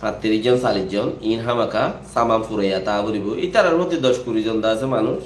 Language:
Rohingya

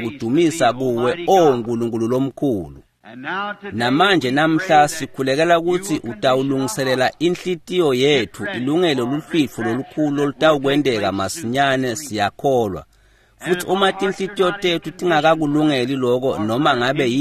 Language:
Swati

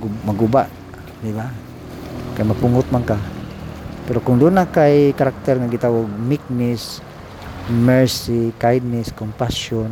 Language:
Cebuano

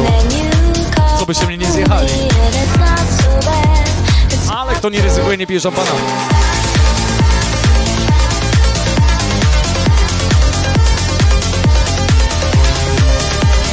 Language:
Polish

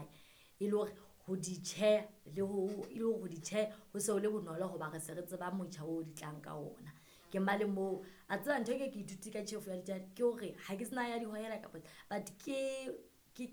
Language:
Southern Sotho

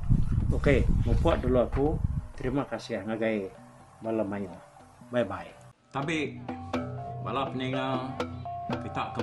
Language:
Iban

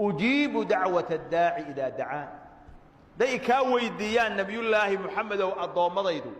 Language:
Somali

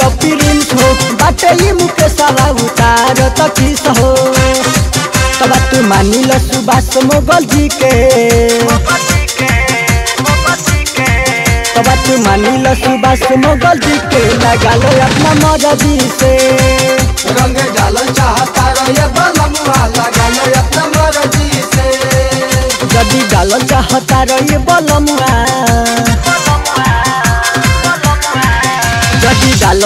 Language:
Bhojpuri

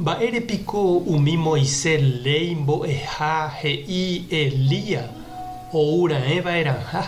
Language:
Guarani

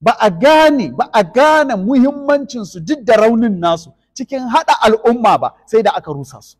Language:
Hausa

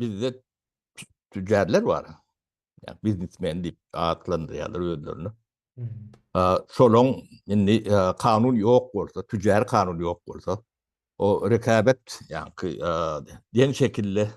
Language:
Turkmen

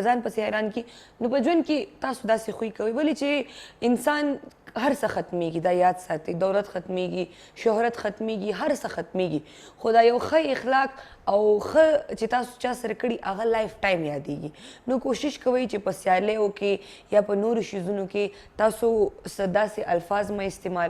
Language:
Pashto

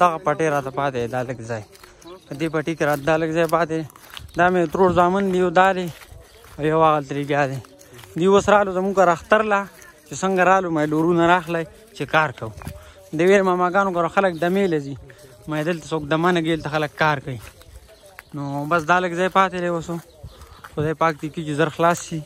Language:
Pashto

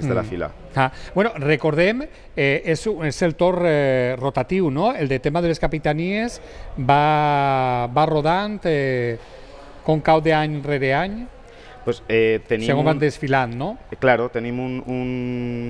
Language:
Catalan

